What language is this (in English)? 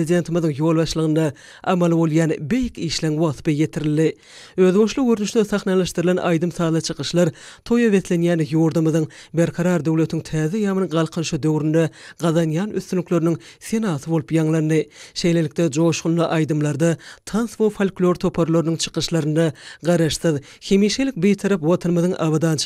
Turkmen